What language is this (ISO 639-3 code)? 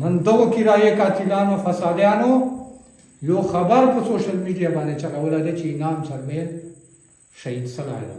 pus